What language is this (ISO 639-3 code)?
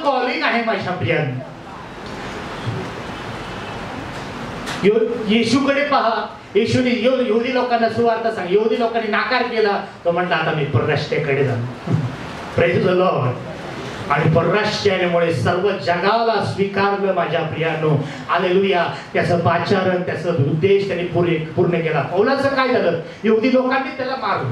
mar